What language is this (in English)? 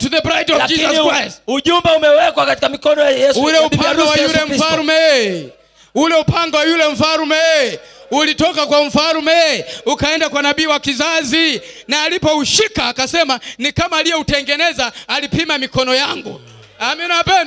Swahili